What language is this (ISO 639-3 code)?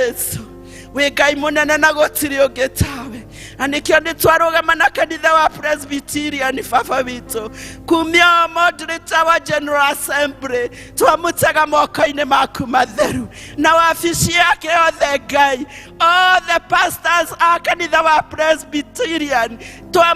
kik